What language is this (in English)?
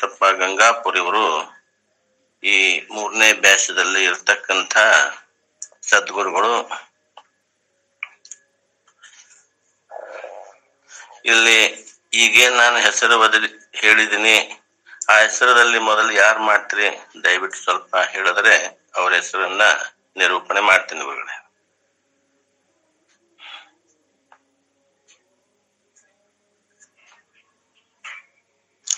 Kannada